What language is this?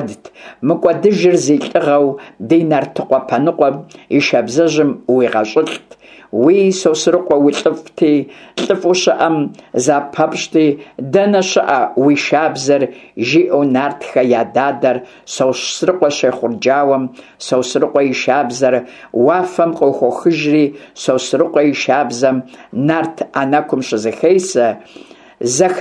Kabardian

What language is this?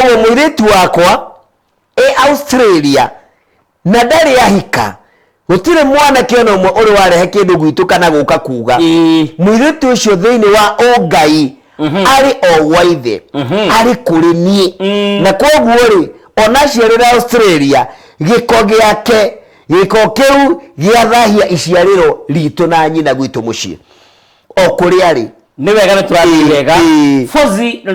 Kikuyu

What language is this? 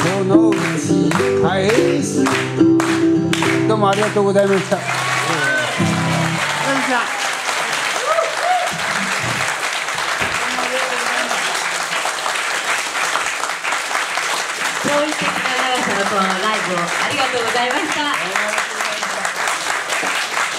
Japanese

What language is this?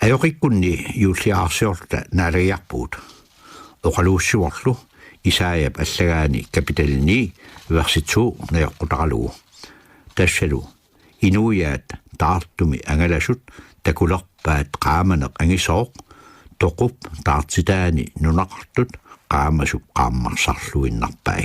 Kalaallisut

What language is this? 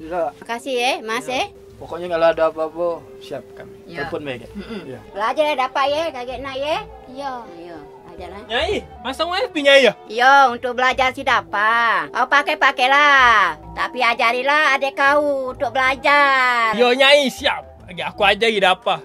Musi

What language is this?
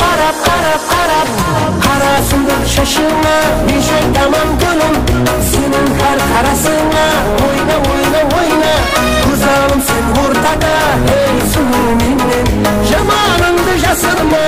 Kara-Kalpak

